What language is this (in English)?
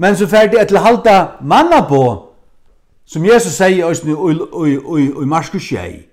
Faroese